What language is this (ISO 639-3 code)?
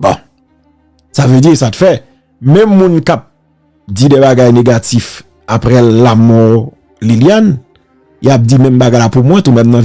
hat